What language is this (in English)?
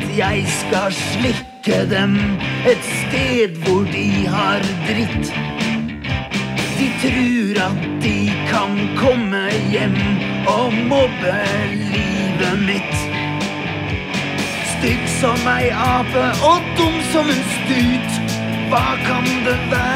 Norwegian